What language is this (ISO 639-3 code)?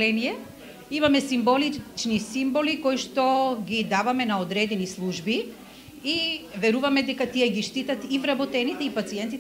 mkd